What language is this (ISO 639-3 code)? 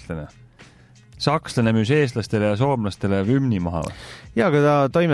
est